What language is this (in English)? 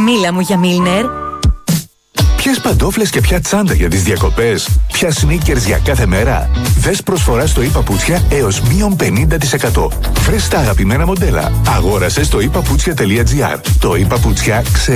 Greek